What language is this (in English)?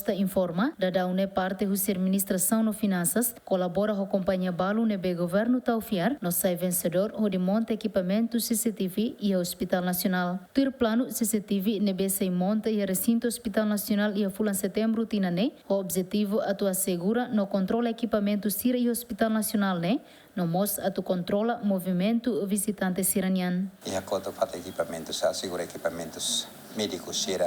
Tetum